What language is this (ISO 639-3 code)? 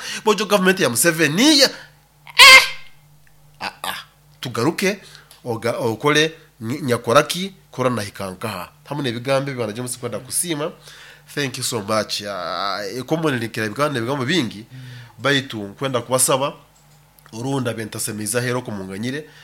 nyo